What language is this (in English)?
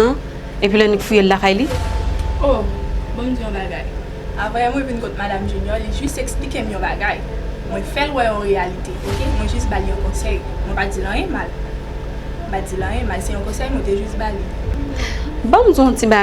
Haitian Creole